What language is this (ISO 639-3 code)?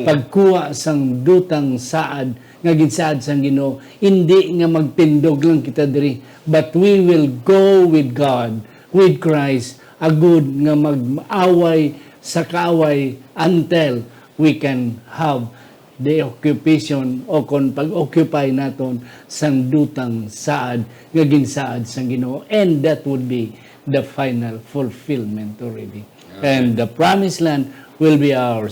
hil